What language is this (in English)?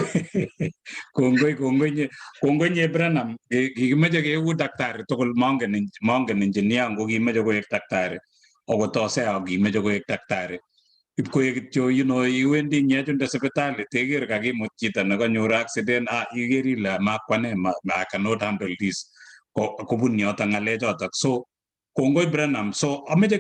Kalenjin